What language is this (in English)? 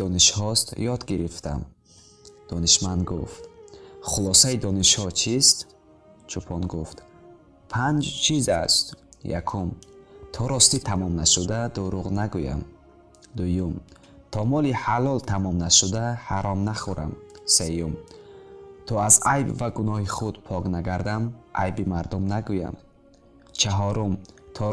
Tajik